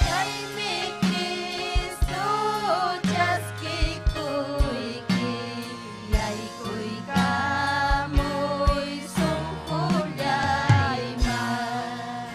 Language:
Ayacucho Quechua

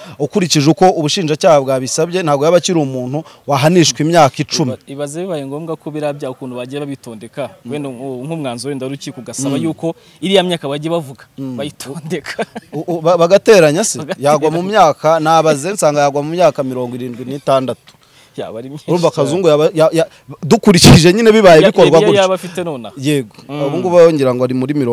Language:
Kinyarwanda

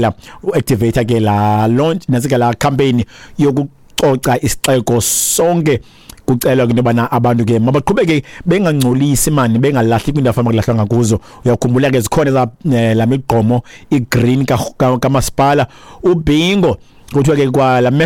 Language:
Xhosa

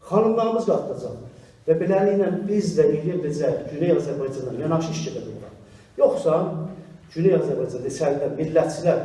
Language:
South Azerbaijani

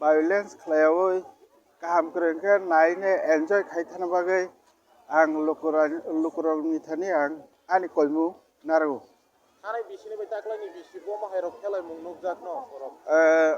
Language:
Kok Borok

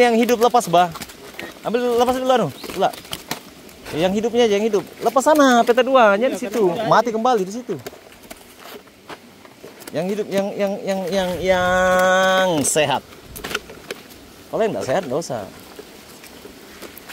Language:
Indonesian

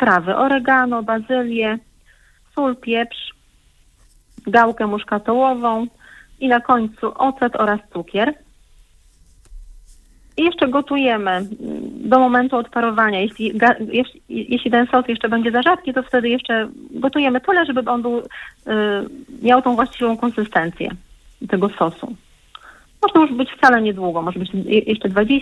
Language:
Polish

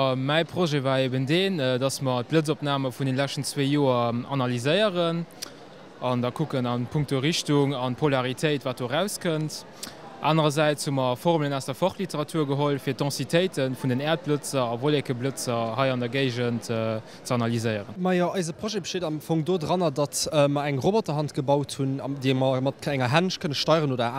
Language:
Luxembourgish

